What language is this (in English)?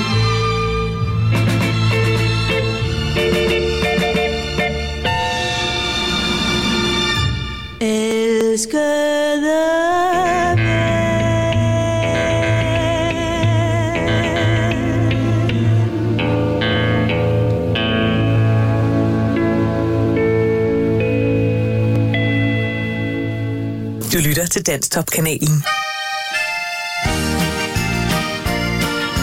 Danish